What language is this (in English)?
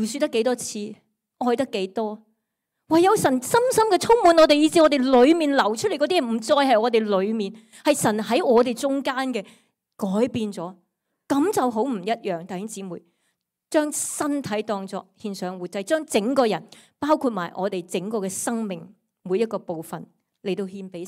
Cantonese